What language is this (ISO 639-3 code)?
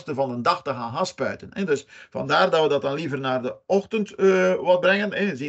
nld